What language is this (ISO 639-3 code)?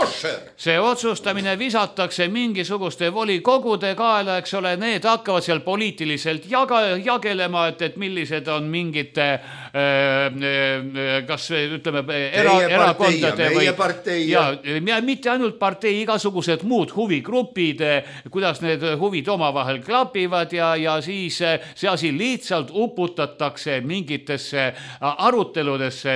est